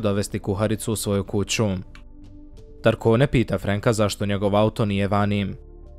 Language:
Bosnian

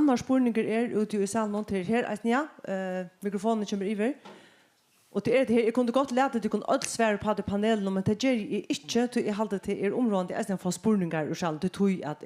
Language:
Faroese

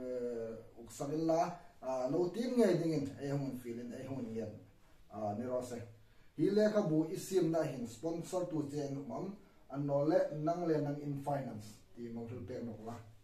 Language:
Hmar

